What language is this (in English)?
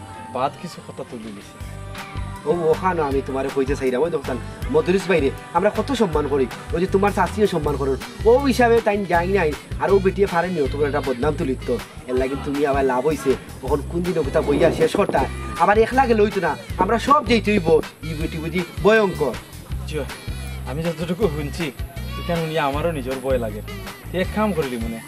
Sylheti